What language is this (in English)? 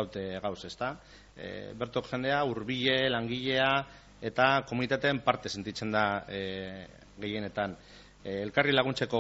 Basque